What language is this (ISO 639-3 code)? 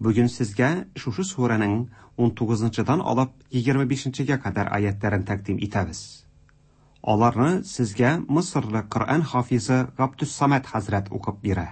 tat